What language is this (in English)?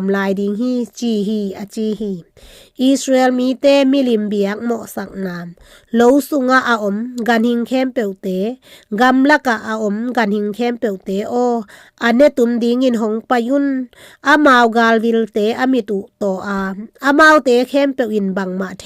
Tedim Chin